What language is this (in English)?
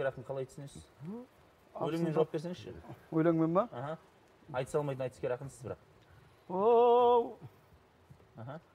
Kazakh